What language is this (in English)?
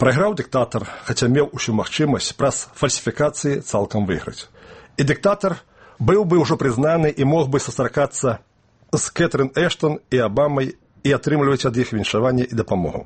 Belarusian